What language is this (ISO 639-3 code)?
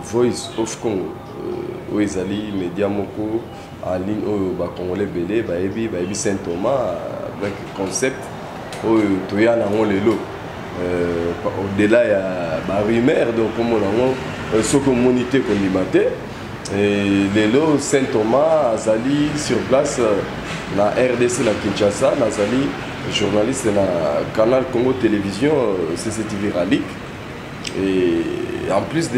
lin